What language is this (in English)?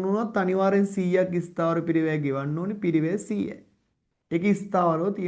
Sinhala